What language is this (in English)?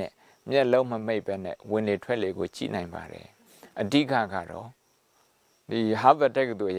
Burmese